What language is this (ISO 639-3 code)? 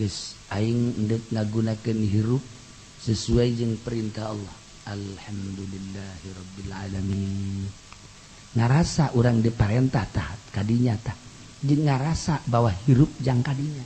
sun